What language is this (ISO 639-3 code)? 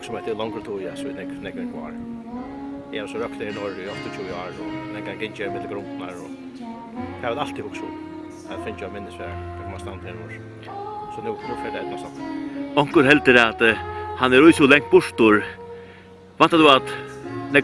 fao